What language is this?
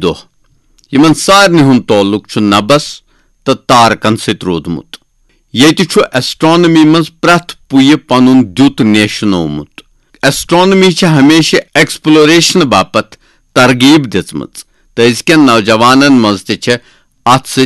Kashmiri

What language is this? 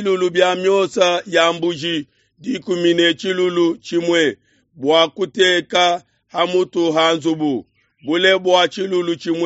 Luba-Lulua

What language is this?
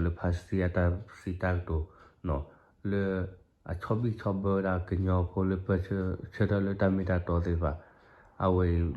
S'gaw Karen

